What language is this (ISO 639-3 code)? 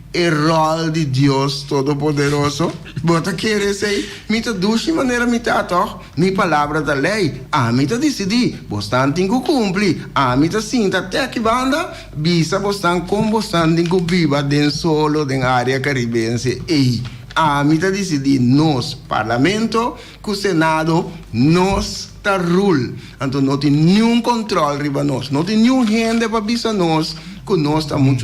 pap